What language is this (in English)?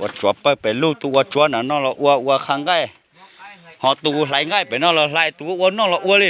Hmong